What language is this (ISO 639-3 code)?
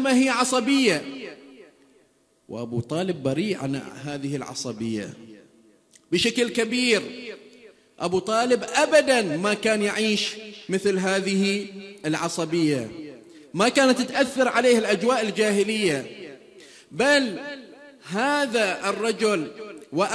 ara